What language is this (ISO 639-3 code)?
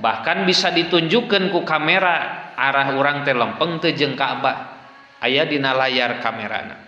sun